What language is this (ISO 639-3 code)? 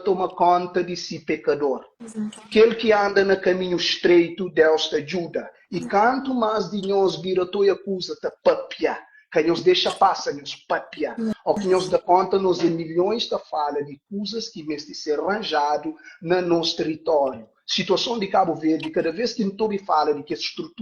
kea